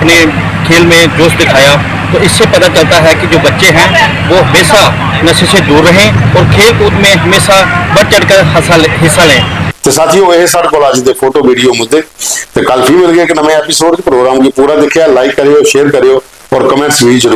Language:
Dogri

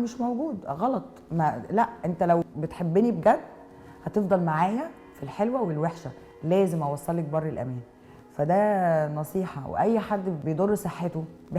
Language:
Egyptian Arabic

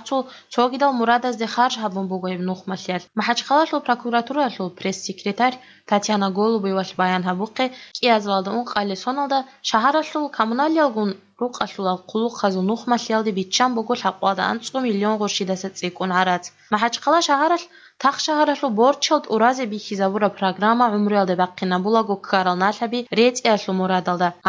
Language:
Avaric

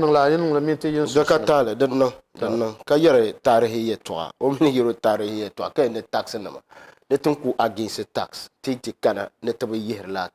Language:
Dagbani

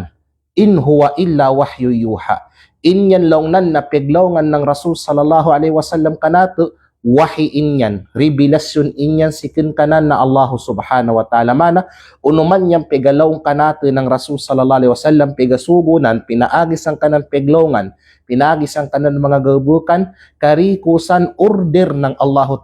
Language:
Kalagan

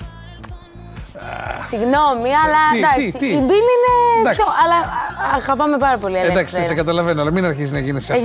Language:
Greek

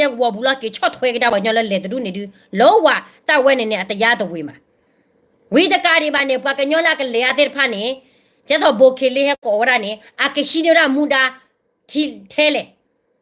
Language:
S'gaw Karen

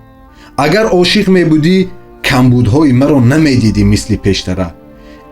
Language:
Tajik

